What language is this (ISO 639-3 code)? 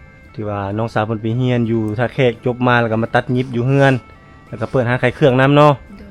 lao